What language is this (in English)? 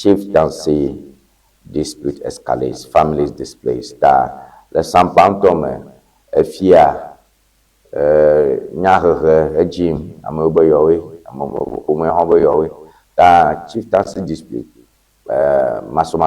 Ewe